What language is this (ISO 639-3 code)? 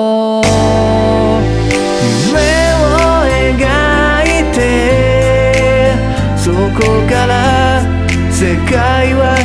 jpn